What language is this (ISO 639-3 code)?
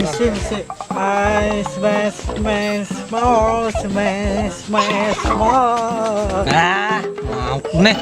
bjn